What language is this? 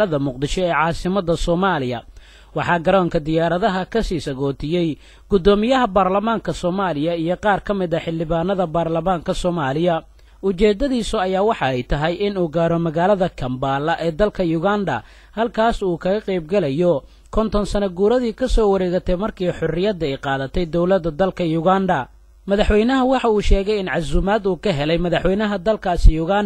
Somali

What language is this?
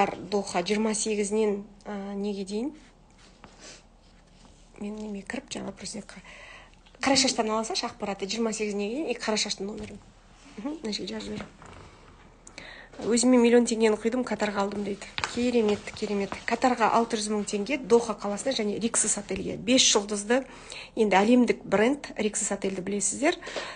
Kazakh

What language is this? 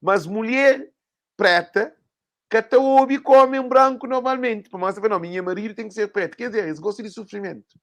Kabuverdianu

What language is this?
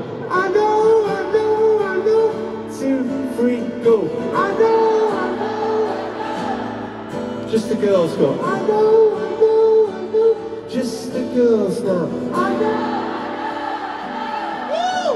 English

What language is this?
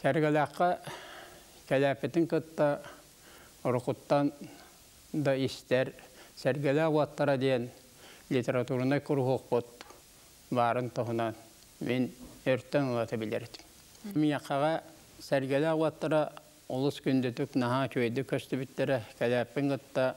Yakut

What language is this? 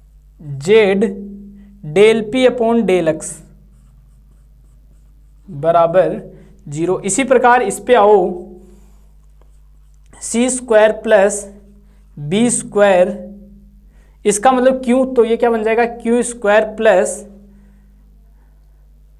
Hindi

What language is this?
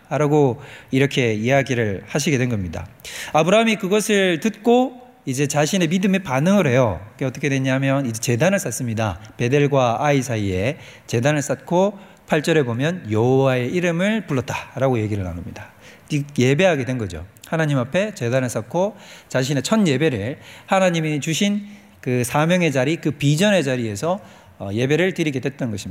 Korean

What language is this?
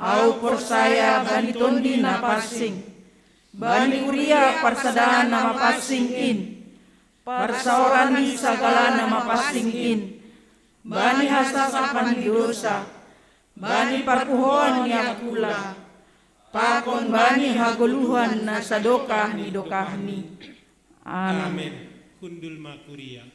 Batak Simalungun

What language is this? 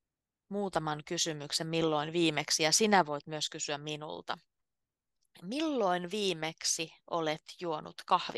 Finnish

